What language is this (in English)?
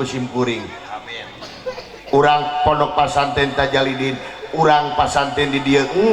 Sundanese